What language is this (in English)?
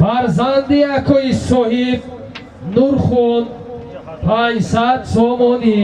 Tajik